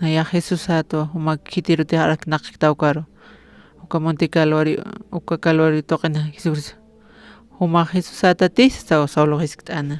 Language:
Aymara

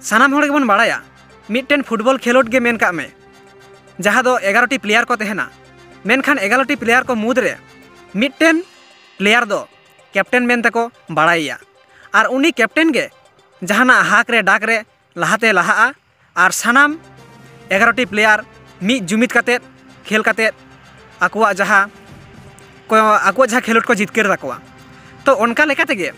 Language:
Santali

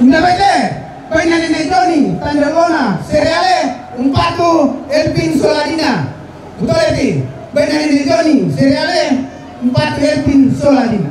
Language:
Toraja-Sa'dan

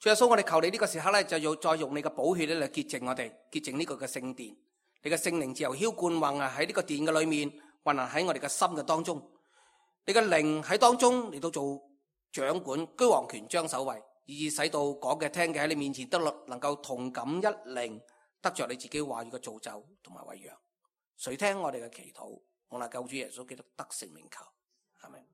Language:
Cantonese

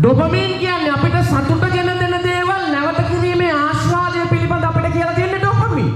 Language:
Sinhala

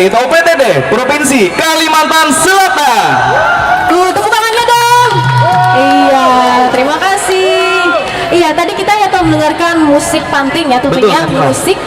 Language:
Banjar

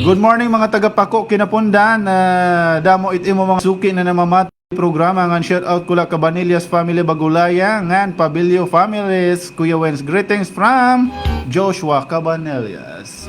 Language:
Waray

